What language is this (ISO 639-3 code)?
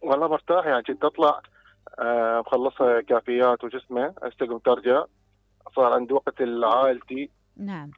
acm